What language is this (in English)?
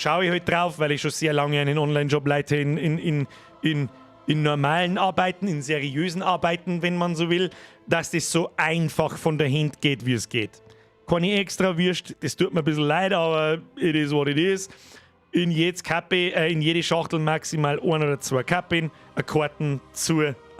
Bavarian